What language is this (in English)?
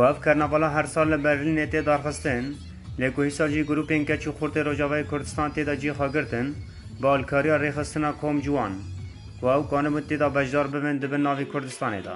Kurdish